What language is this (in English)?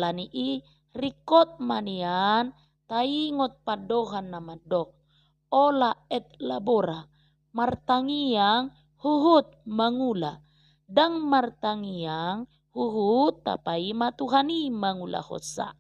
Batak Toba